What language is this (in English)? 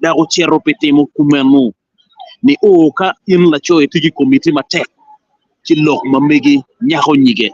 Acoli